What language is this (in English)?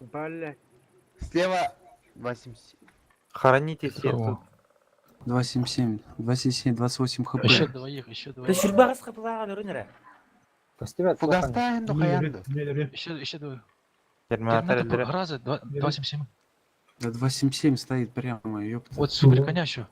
Yakut